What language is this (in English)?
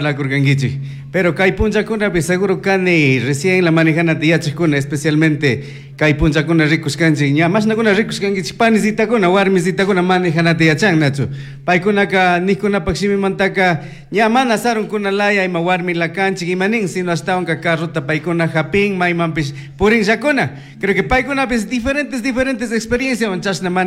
Chimborazo Highland Quichua